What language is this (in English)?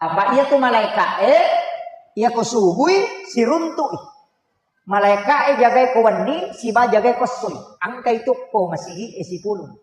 Buginese